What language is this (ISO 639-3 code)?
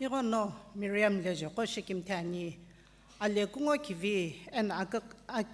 nsm